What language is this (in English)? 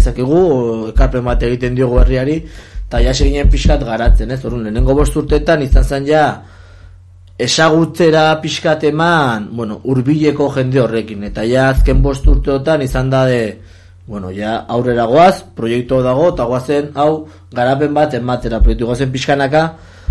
Basque